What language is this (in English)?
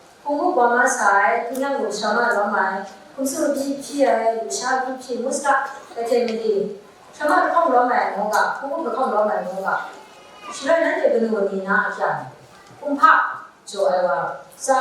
Kachin